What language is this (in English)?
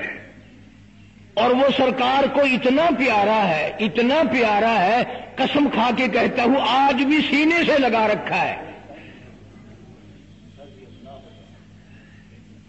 Urdu